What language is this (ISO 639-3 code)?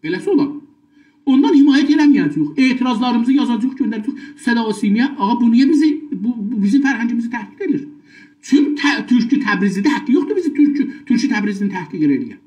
azb